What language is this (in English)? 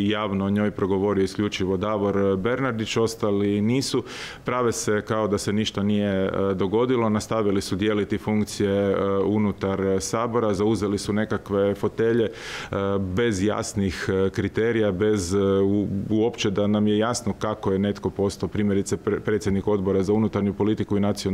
Croatian